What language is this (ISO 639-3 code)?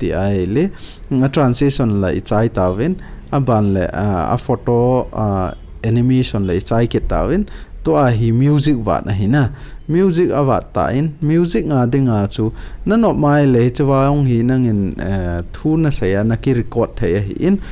tcz